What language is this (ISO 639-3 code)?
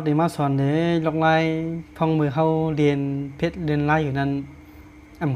shn